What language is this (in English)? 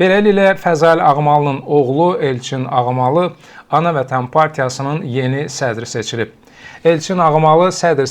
Azerbaijani